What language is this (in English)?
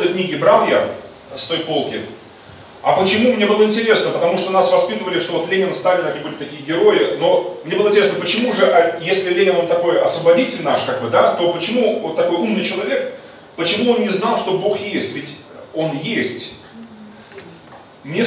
Russian